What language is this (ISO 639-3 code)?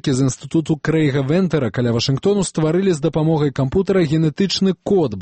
bel